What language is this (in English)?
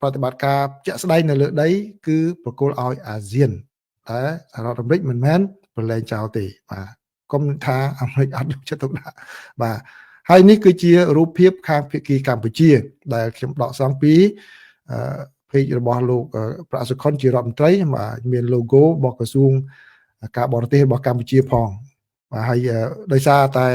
Khmer